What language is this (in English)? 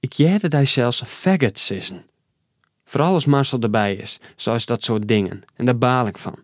Western Frisian